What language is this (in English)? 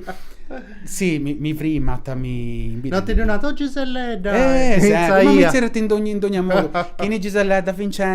Sardinian